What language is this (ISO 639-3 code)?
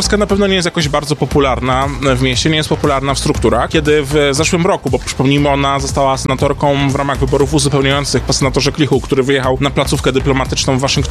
pol